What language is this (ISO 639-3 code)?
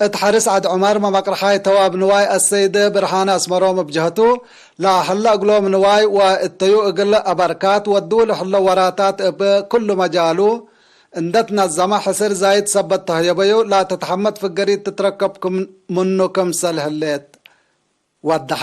tig